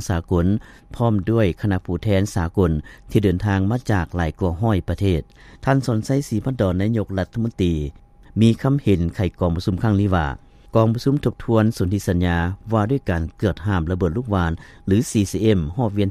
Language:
Lao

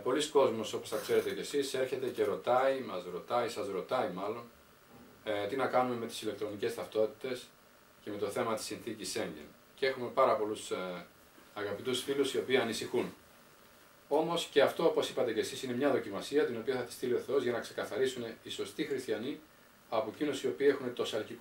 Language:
Greek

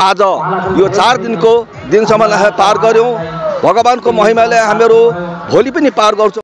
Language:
Nepali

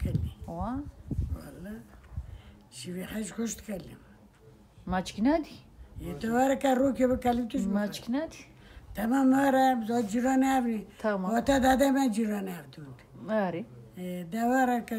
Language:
Kurdish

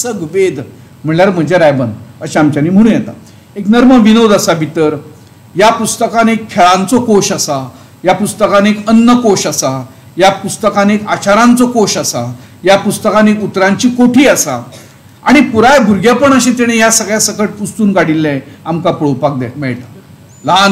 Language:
Konkani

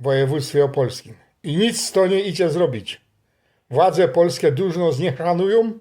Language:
Silesian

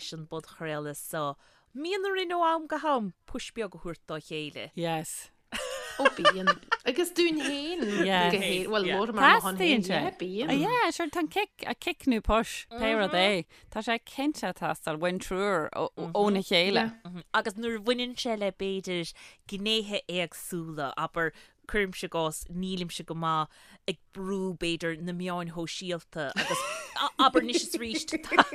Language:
Irish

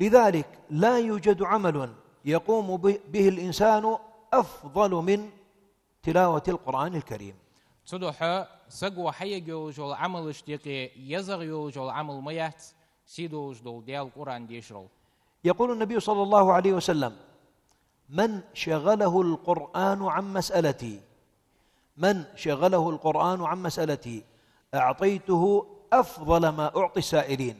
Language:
Ingush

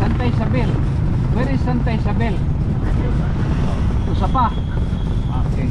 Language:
Waray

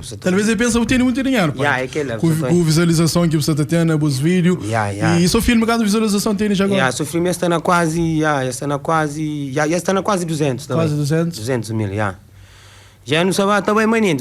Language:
Kabuverdianu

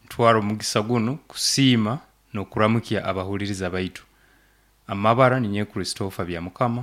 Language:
Nyoro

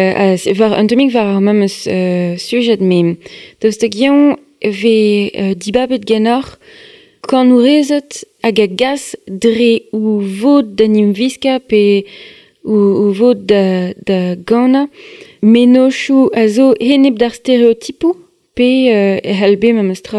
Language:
Breton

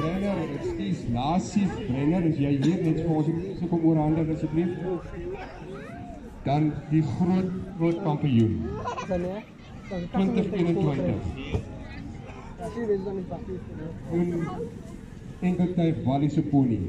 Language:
Afrikaans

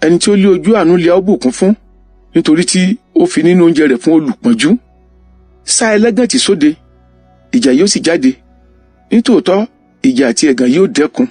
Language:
Yoruba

